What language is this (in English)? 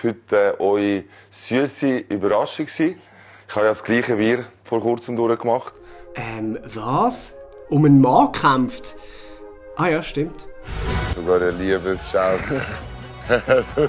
Swiss German